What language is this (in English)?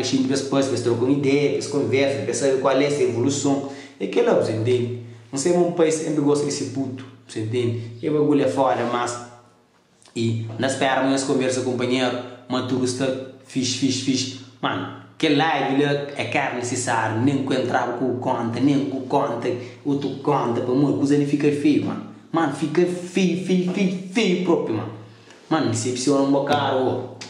Kabuverdianu